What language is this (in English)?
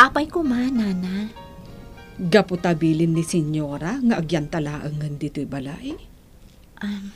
Iloko